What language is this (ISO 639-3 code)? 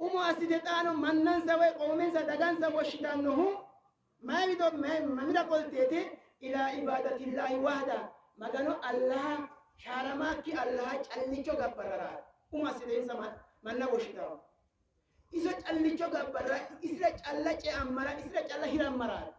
sid